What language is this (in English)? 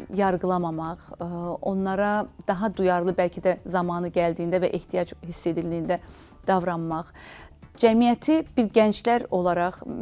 Azerbaijani